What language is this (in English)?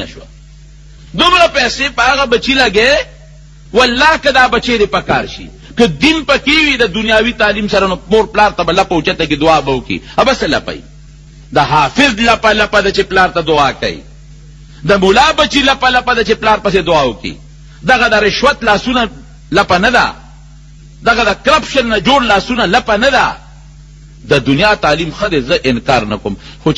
Pashto